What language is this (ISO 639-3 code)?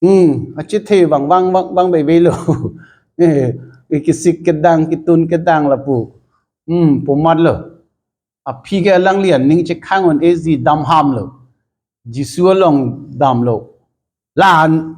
mjw